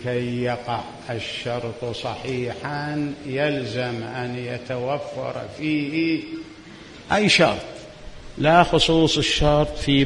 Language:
Mesopotamian Arabic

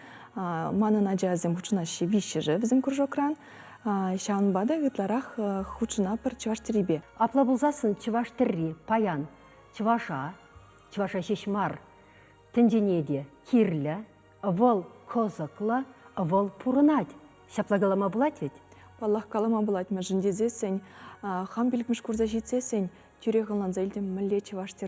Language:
Chuvash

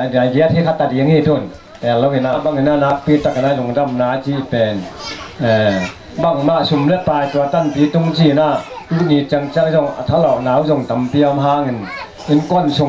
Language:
Tedim Chin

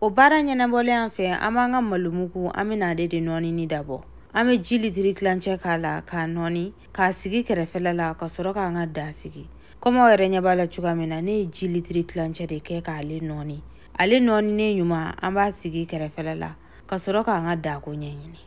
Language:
Bambara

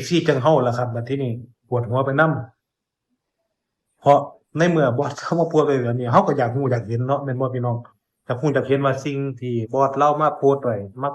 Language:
Northeastern Thai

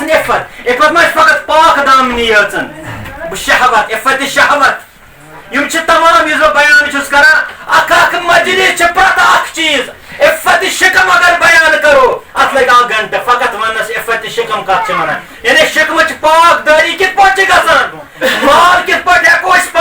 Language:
Kashmiri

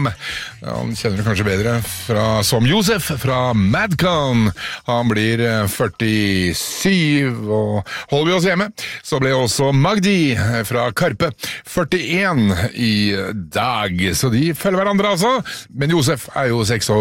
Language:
Norwegian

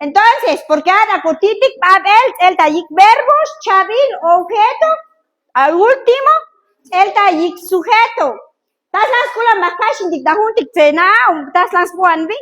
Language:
Chuj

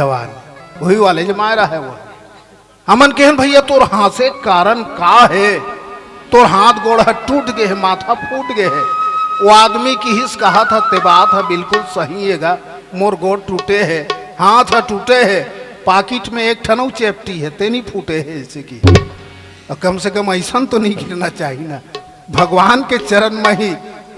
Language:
Chhattisgarhi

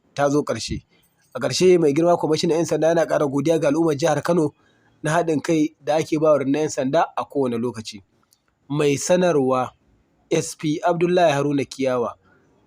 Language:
Hausa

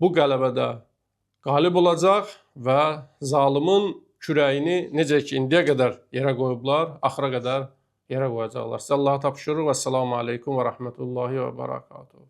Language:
Azerbaijani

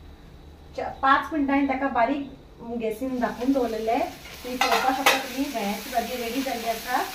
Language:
Konkani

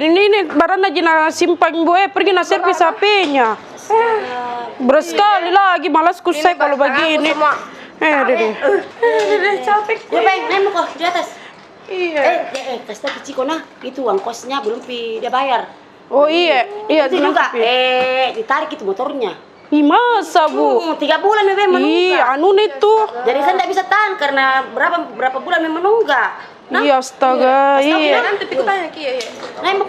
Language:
Makassar Malay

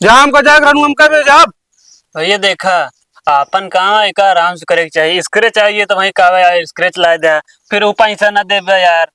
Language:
Awadhi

